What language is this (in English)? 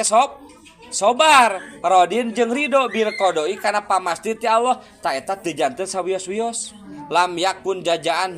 Sundanese